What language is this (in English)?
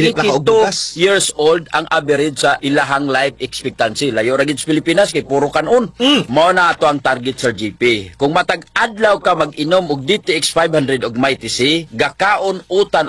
Cebuano